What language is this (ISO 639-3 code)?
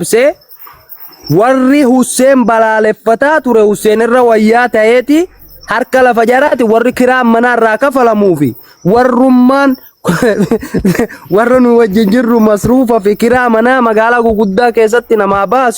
orm